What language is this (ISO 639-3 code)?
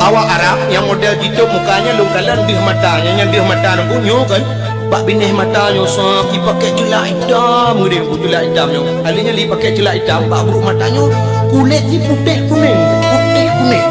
ace